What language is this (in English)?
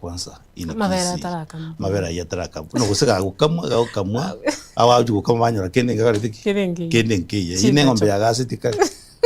Gusii